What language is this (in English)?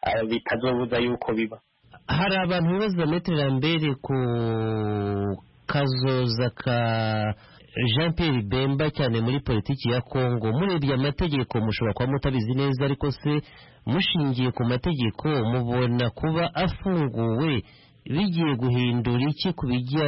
Kinyarwanda